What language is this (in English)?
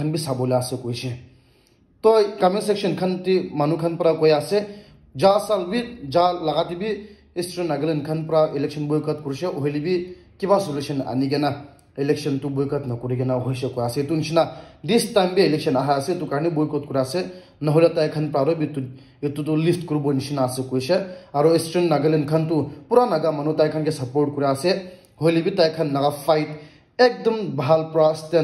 Naga Pidgin